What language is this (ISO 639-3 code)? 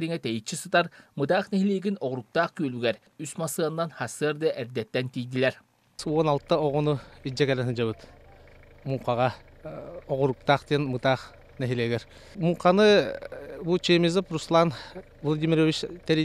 sah